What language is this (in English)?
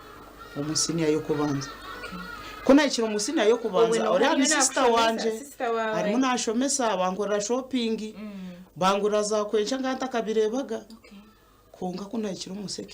Nyankole